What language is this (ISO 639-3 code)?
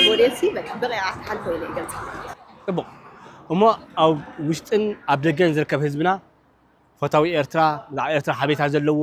tir